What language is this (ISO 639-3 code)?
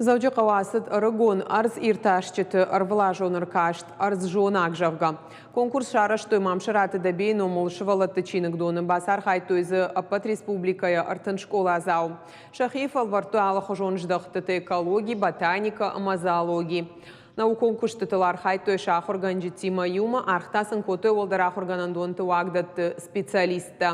oss